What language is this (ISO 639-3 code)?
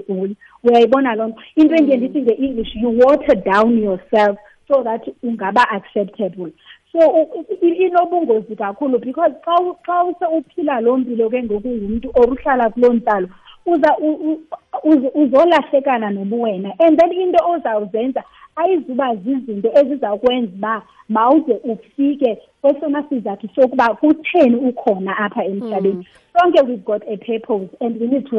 xho